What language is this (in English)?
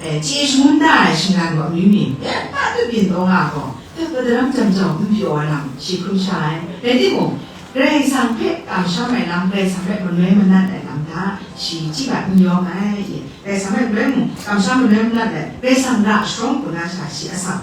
Kachin